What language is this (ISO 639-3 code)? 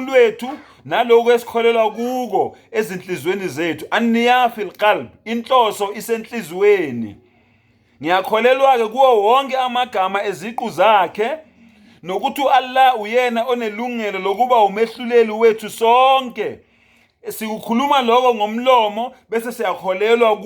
zul